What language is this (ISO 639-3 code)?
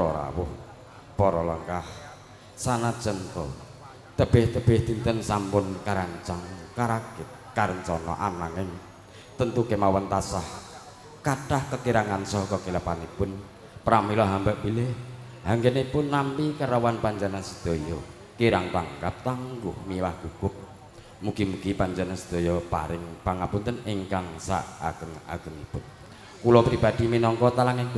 jav